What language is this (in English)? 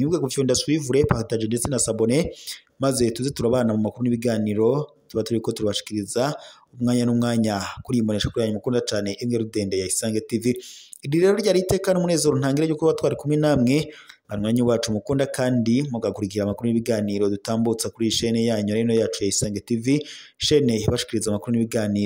Rundi